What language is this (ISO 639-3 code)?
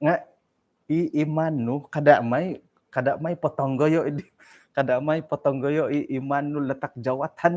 dtp